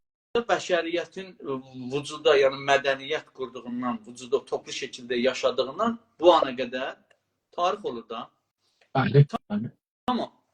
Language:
South Azerbaijani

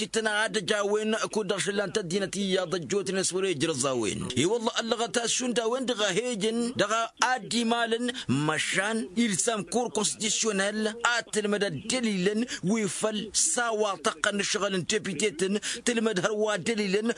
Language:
Tamasheq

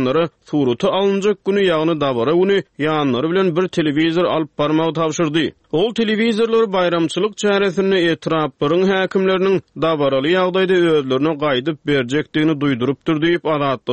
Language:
Turkmen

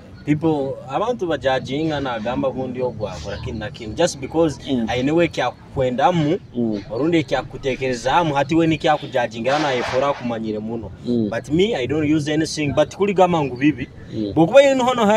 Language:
Nyoro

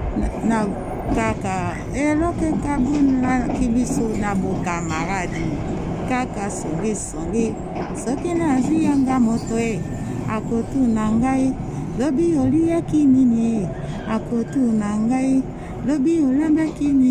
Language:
Lingala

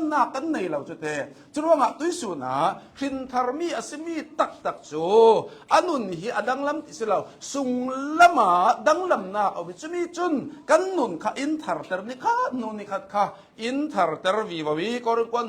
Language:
Hakha Chin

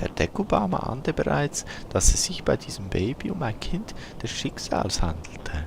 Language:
Swiss German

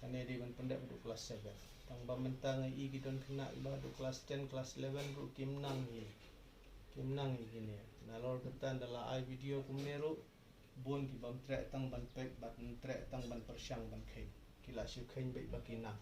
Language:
Khasi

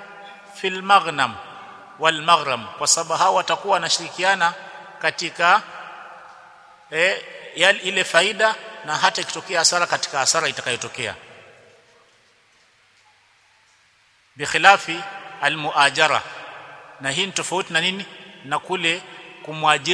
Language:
Swahili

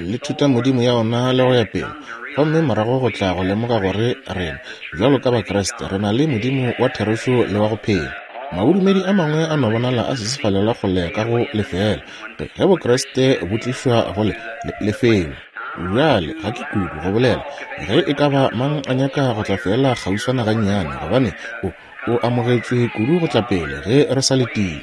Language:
Northern Sotho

